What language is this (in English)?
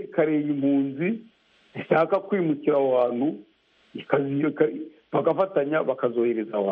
Kinyarwanda